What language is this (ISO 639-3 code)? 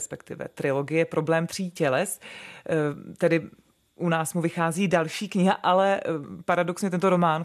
ces